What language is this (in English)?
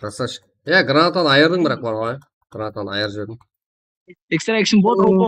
Kara-Kalpak